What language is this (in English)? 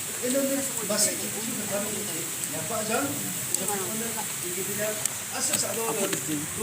Yimchungru Naga